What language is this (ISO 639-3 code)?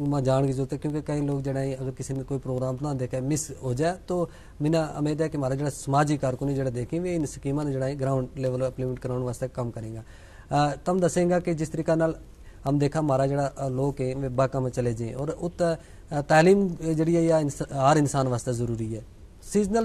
gju